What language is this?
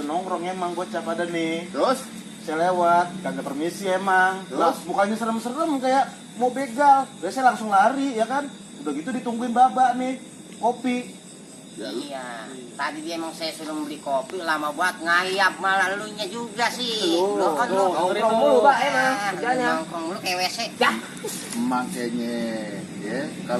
Betawi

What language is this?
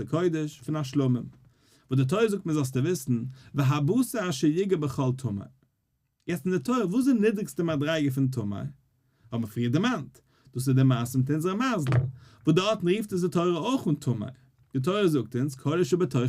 Yiddish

